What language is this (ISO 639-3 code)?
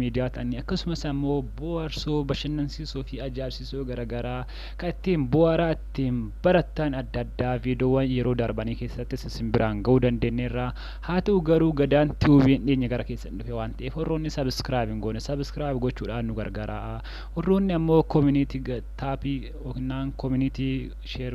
orm